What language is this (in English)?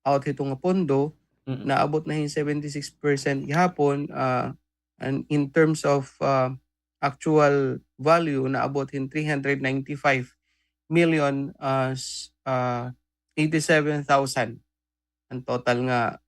Waray